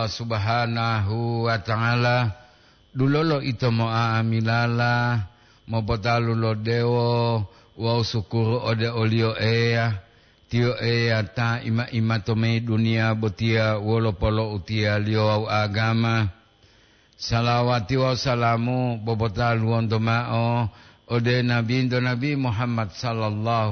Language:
Gorontalo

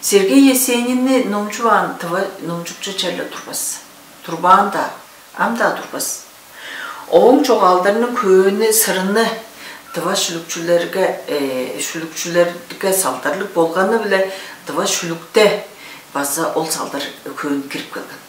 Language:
Tuvinian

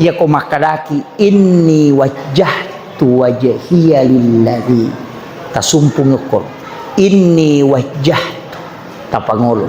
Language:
Buginese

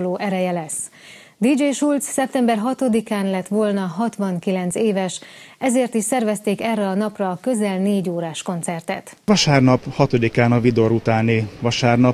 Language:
Hungarian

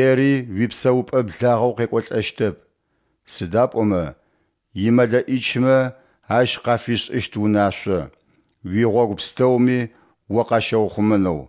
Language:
Adyghe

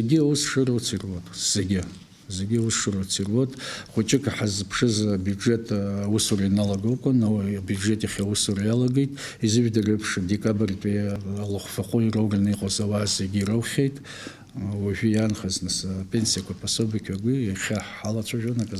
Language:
Abkhazian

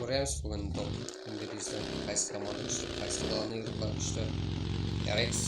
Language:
Kara-Kalpak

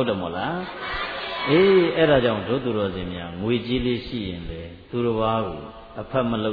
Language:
Burmese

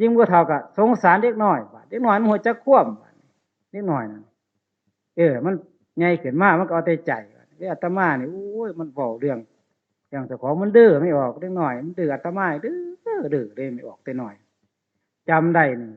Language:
Northeastern Thai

